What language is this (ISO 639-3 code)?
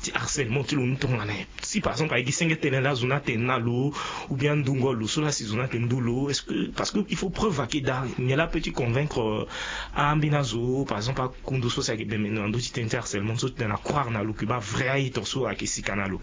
sag